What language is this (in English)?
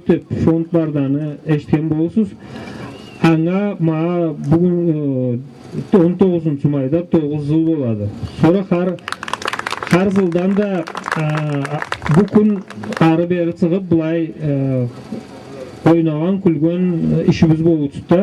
Karachay-Balkar